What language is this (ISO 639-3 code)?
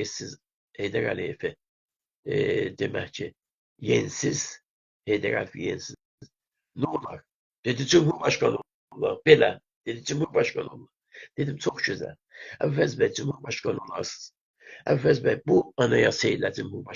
azb